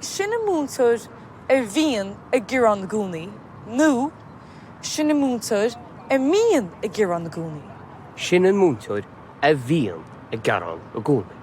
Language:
Irish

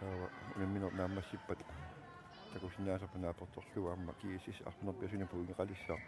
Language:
Kalaallisut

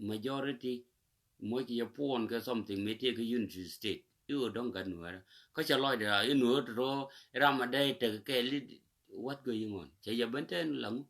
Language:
Nuer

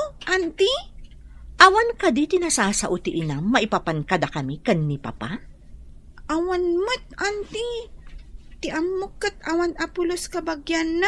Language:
Iloko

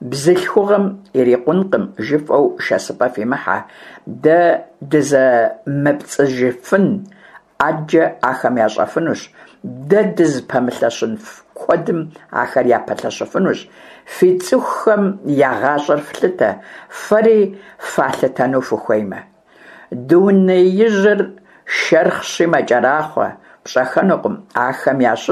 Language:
Kabardian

